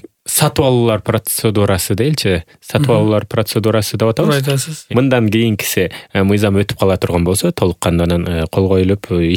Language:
Kyrgyz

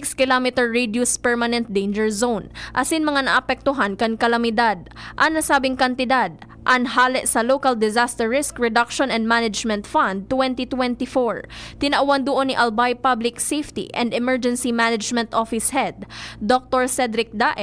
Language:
Bikol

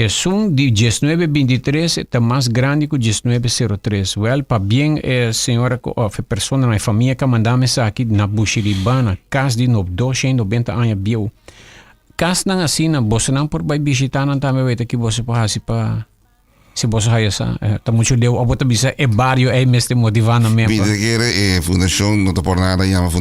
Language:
Papiamento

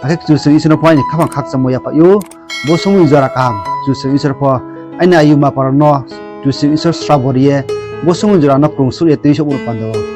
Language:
Riang (India)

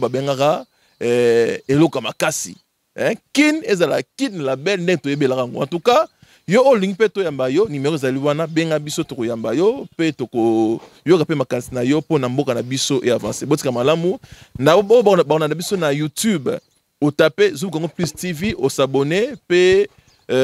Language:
Lingala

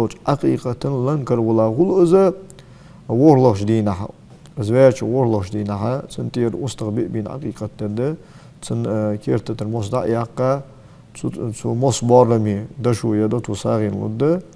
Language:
Ingush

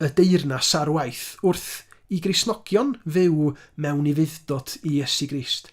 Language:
Welsh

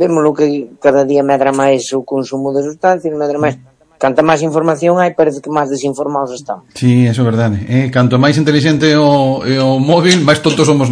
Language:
Galician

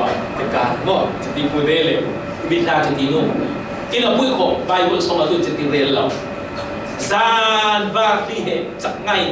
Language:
Falam Chin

